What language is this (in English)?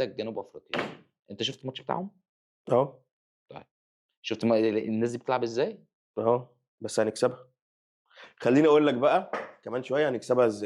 Egyptian Arabic